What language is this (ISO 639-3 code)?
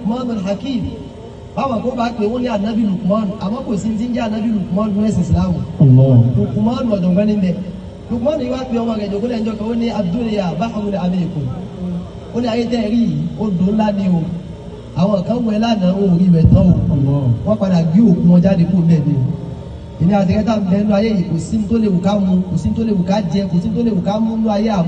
yor